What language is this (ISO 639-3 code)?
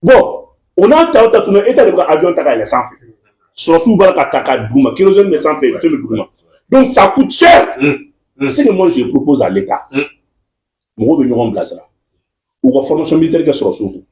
bam